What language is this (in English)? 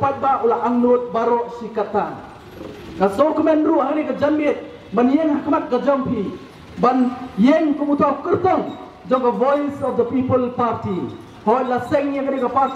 Khasi